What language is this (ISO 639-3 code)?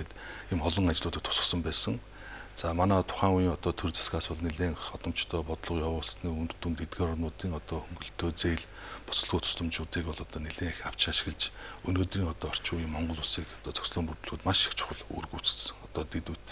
mon